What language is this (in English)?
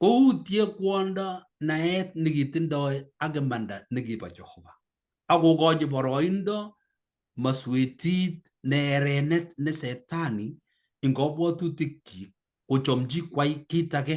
Kalenjin